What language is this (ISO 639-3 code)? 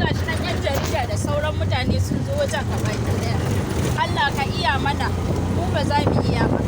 hau